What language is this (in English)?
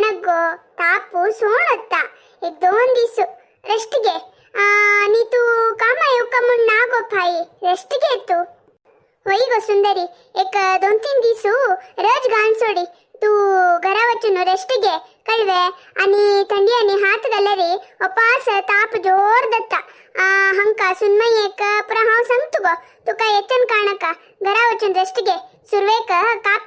Konkani